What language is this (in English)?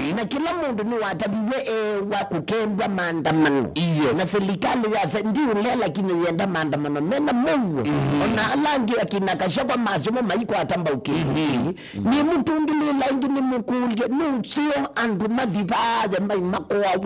Kamba